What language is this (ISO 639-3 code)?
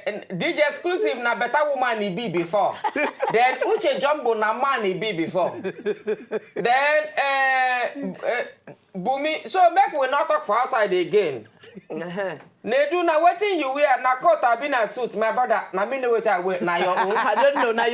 pcm